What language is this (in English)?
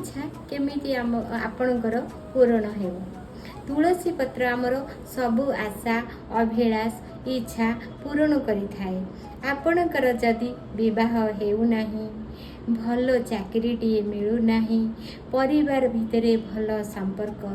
Odia